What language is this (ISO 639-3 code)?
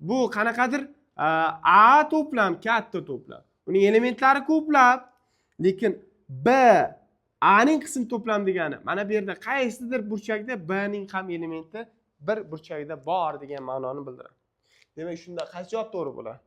uzb